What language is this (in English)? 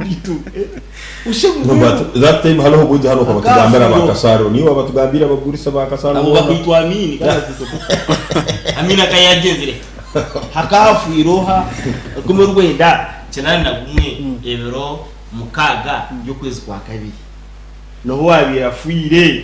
Nyankole